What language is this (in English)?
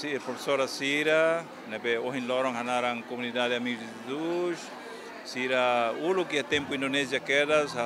Tetum